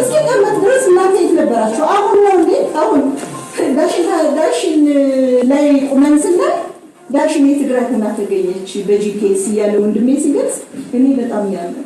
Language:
Amharic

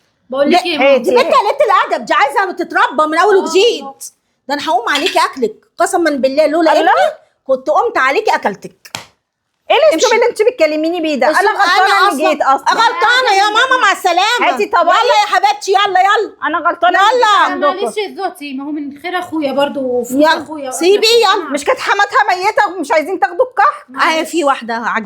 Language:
Egyptian Arabic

